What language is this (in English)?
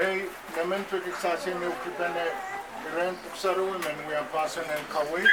Pohnpeian